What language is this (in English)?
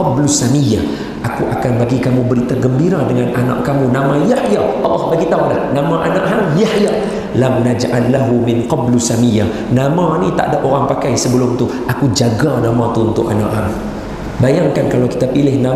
Malay